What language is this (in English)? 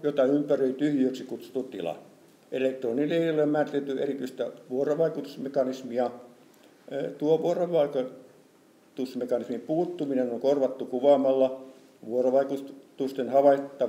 Finnish